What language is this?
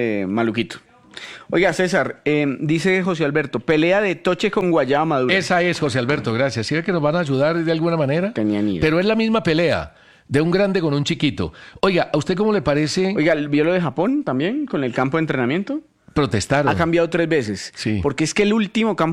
Spanish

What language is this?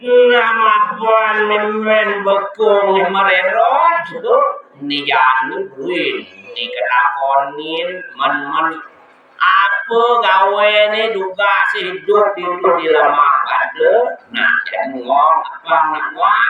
Balinese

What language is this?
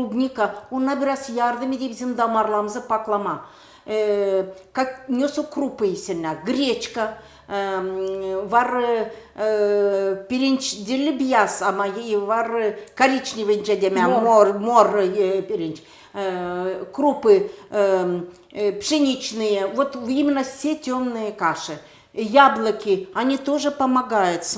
Gagauz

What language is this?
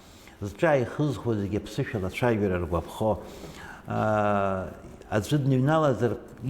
Abkhazian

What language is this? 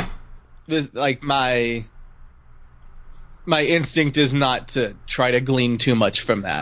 English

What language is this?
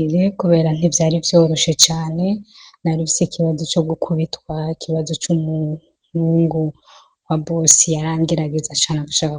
Rundi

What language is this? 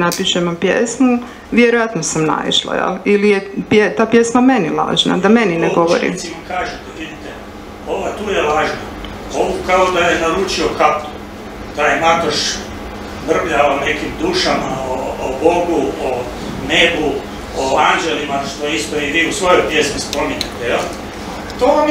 Croatian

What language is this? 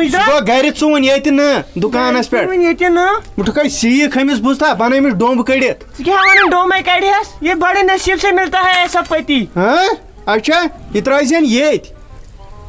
Kashmiri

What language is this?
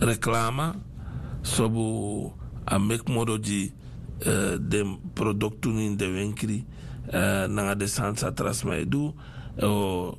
Sranan Tongo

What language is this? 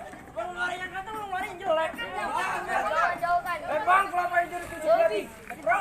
Betawi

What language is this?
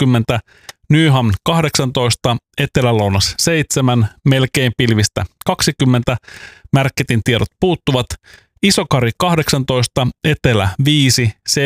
Finnish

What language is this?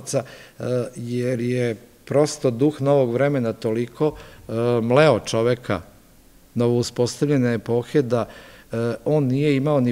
Serbian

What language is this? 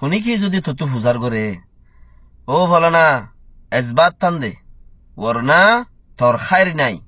Rohingya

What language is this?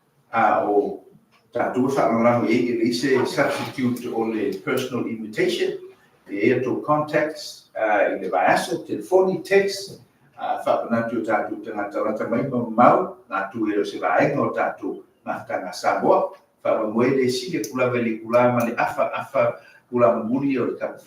Samoan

